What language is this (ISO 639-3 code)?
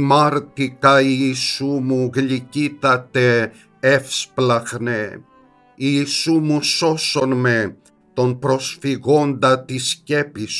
ell